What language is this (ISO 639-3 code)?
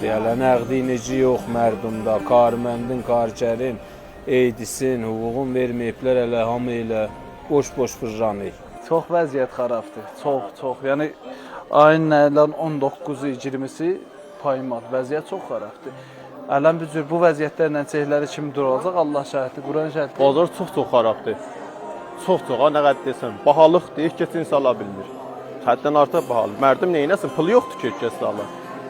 azb